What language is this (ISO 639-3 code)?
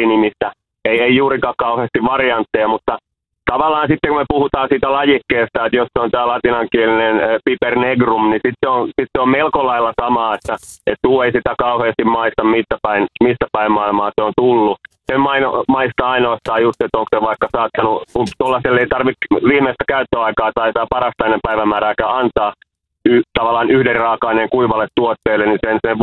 fin